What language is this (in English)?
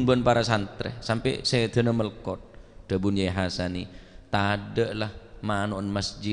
Madurese